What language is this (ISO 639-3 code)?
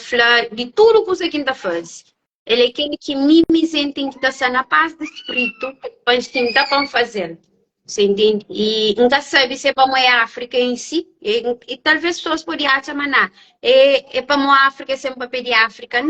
kea